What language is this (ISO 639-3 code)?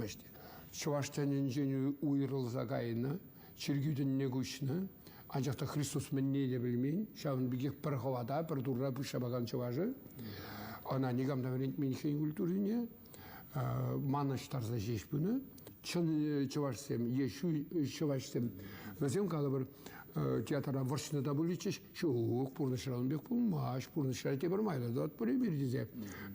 chv